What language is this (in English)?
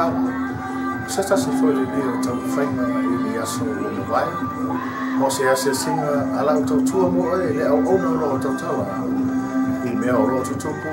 Samoan